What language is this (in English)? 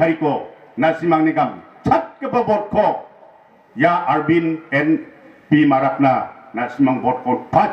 Garo